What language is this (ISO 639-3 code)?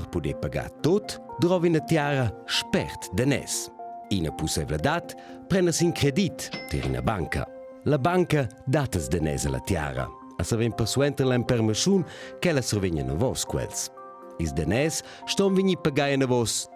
roh